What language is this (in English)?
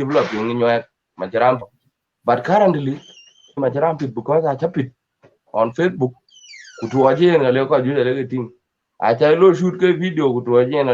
Dinka